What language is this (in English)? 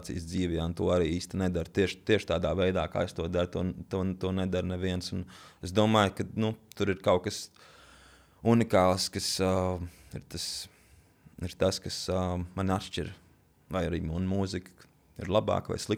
Latvian